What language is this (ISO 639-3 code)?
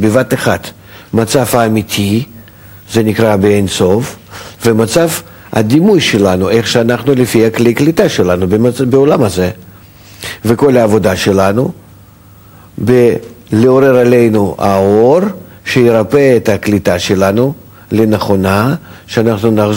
heb